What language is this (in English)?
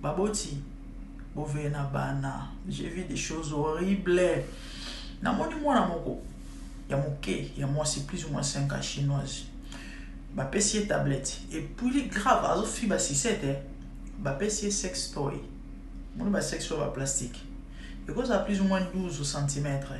Lingala